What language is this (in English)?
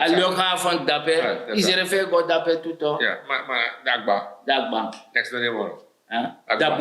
Sranan Tongo